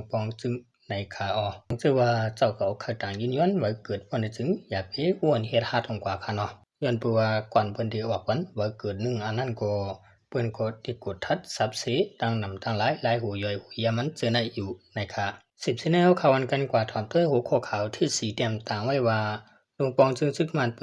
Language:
Shan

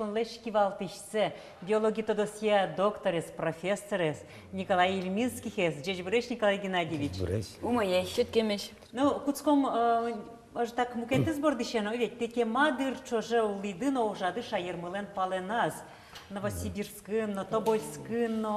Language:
Udmurt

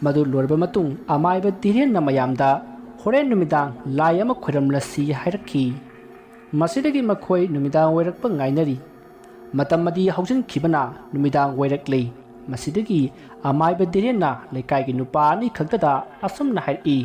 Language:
Manipuri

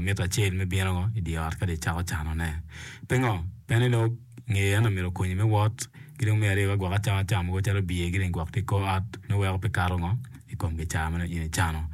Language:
Acoli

